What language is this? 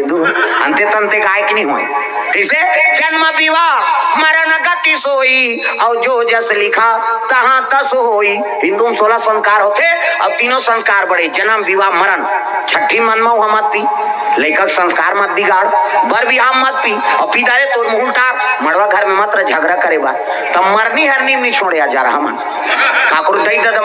Chhattisgarhi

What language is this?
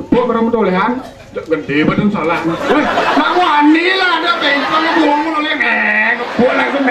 Balinese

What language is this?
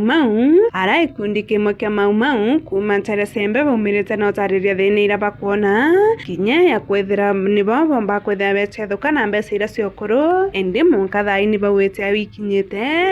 Meru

